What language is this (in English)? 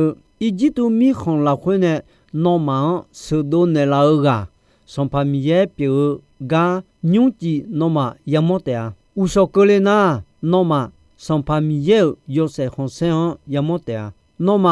Akha